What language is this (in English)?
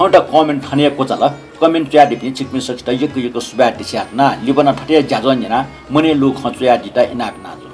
Newari